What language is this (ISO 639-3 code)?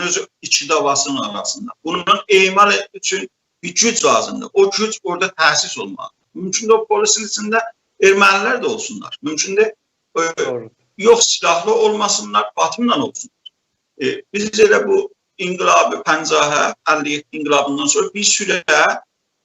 azb